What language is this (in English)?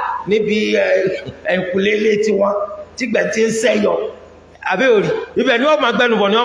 Yoruba